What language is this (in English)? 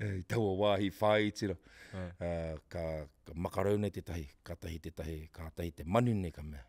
Māori